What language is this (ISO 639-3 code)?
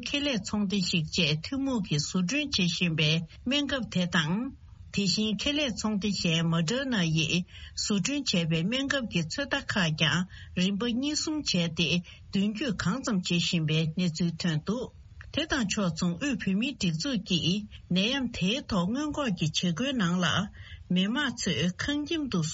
bod